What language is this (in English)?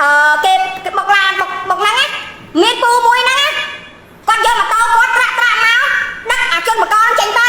Khmer